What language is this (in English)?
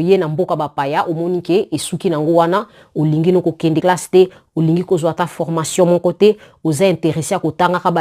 Lingala